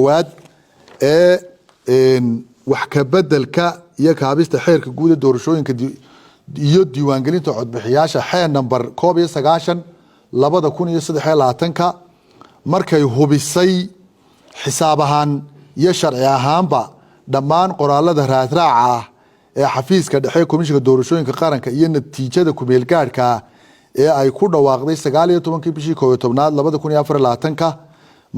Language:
Somali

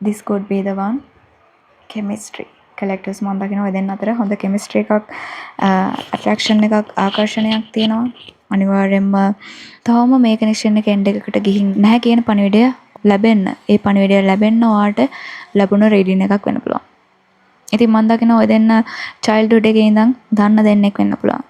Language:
Sinhala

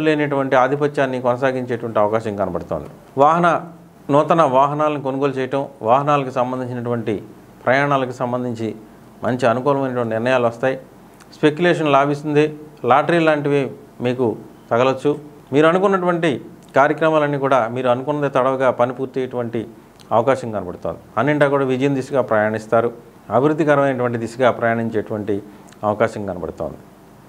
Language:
Telugu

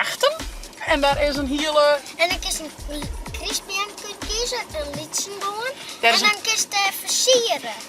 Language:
Western Frisian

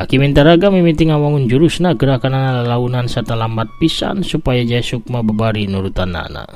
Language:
Sundanese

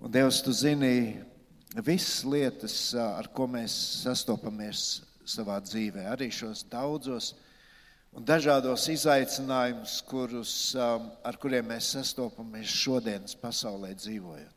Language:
Latvian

